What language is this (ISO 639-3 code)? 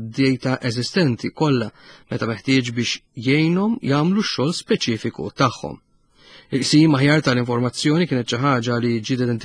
mlt